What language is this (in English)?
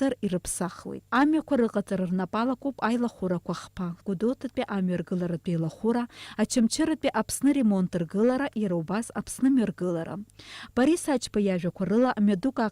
Abkhazian